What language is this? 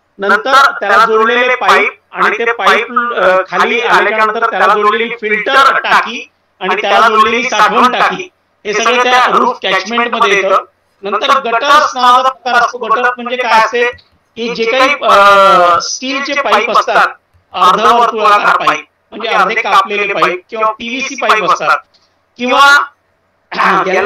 Marathi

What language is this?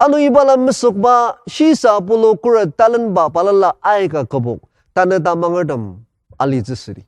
Ao Naga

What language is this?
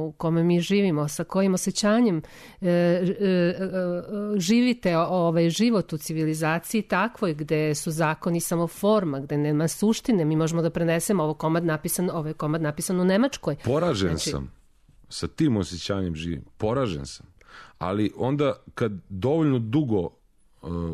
Serbian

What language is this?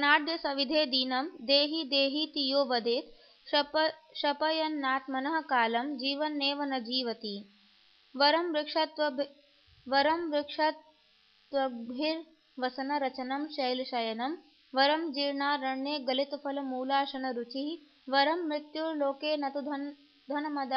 Sanskrit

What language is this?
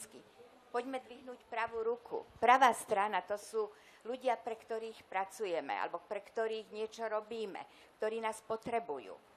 Slovak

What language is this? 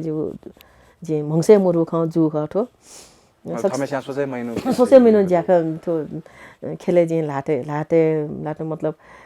Newari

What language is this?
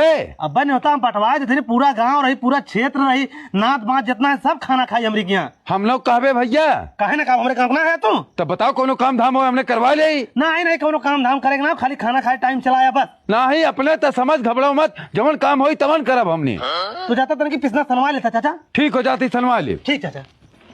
Awadhi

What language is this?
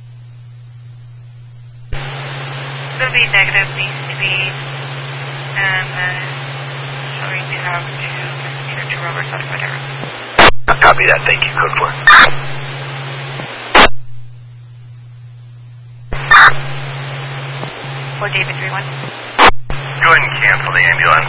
English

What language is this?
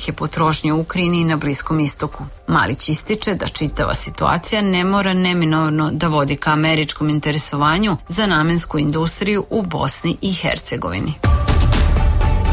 Serbian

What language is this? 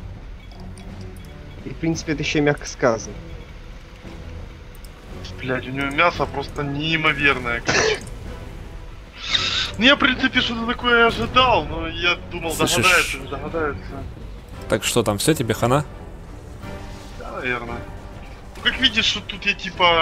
Russian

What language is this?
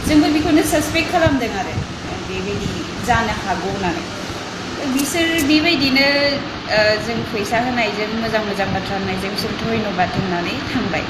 Bodo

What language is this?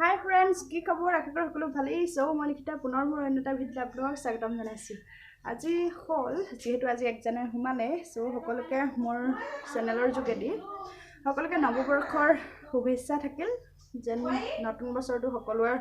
Assamese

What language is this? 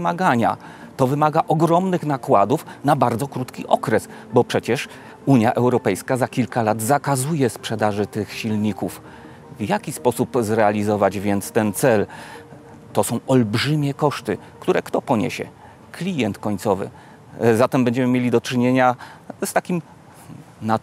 Polish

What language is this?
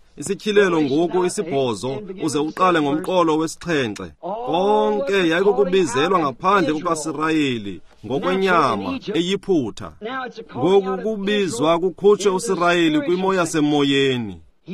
Xhosa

